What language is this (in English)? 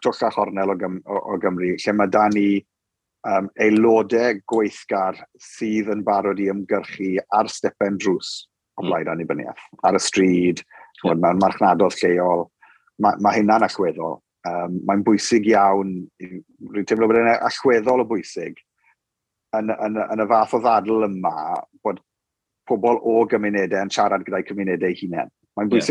Welsh